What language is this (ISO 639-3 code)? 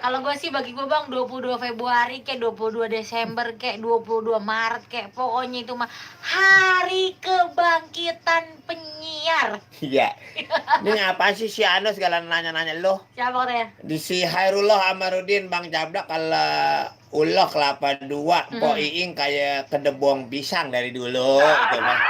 bew